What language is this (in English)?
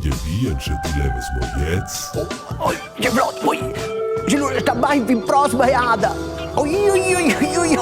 Romansh